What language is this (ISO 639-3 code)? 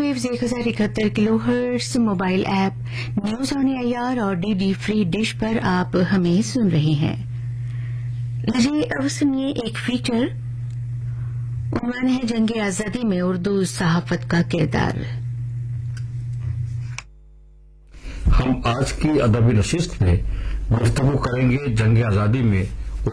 urd